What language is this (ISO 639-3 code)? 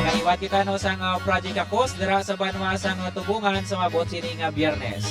hil